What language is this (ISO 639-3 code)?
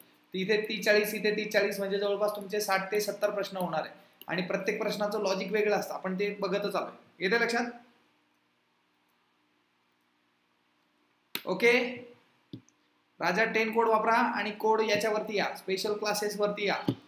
mar